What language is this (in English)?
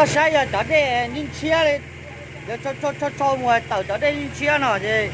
Hmong